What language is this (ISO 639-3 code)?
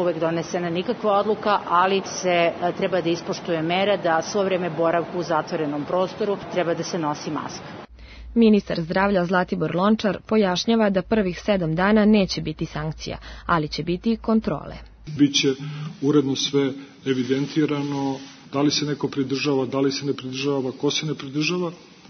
srp